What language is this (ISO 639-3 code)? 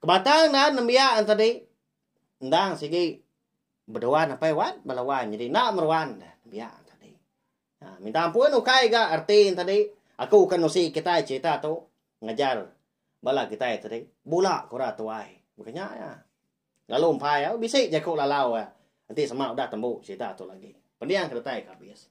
iba